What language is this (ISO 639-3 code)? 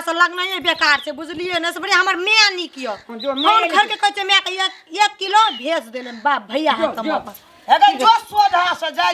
mai